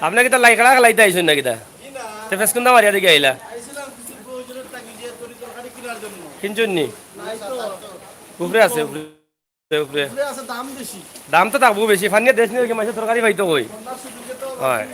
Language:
Sylheti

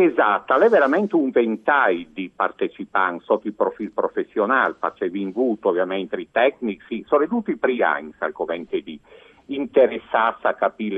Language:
Friulian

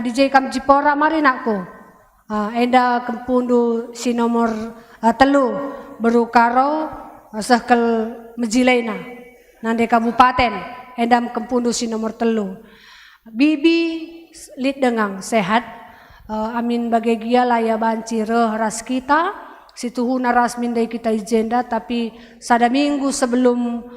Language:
Batak Karo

